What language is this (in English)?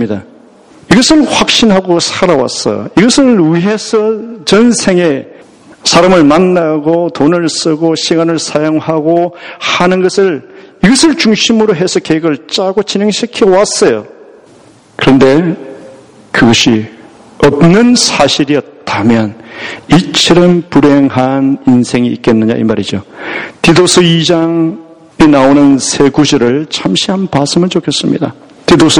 Korean